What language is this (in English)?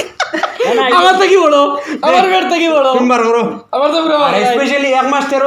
Sylheti